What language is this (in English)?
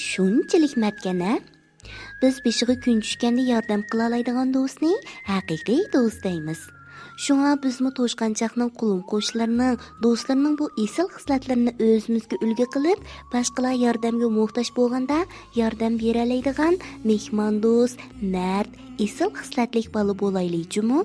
Uyghur